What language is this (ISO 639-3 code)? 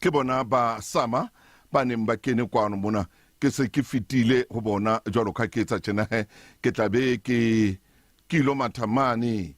sot